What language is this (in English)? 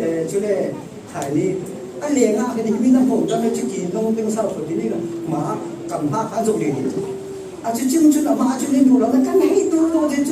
Falam Chin